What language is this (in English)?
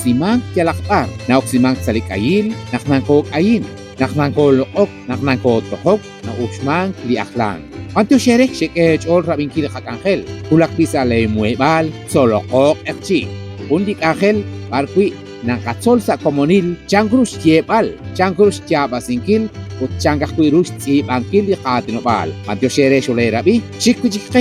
Kekchí